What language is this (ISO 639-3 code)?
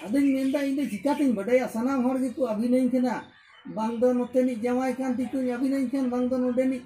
sat